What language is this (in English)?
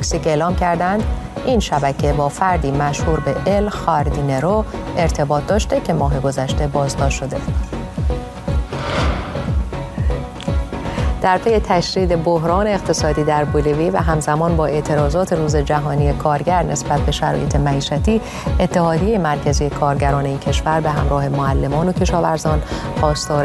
Persian